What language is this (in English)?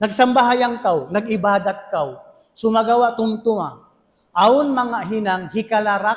Tausug